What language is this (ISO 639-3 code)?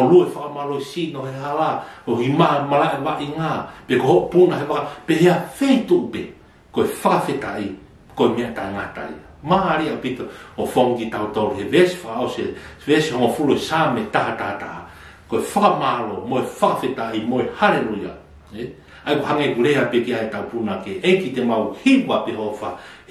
ton